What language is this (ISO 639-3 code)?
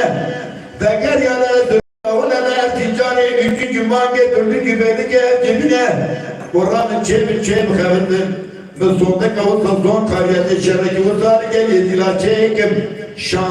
kur